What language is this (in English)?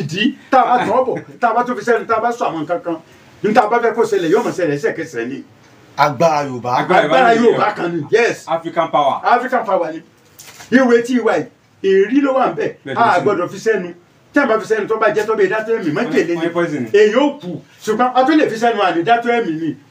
Yoruba